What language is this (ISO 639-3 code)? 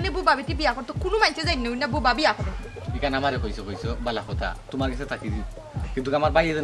syl